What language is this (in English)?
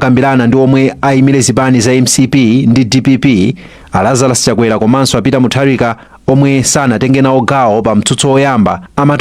Nyanja